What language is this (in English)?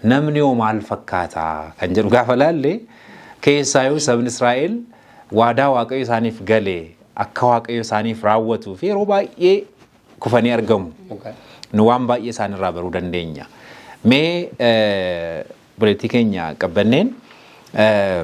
Oromo